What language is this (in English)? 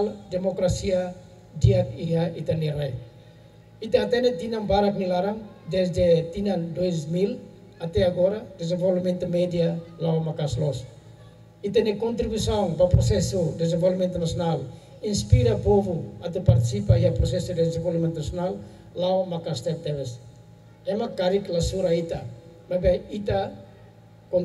Tetum